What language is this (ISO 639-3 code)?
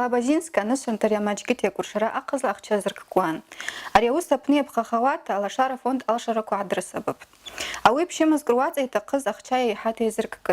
abk